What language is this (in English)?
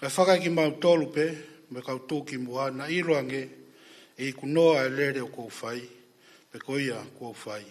Tongan